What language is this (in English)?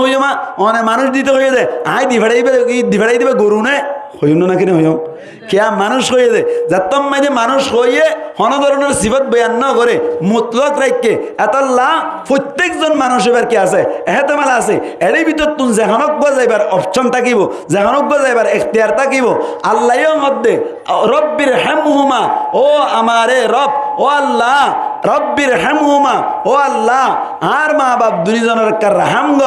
Rohingya